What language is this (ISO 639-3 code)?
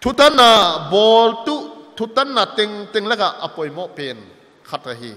pck